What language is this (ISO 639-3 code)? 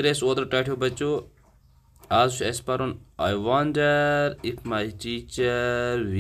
kas